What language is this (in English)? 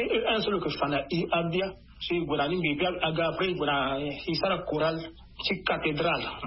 Sango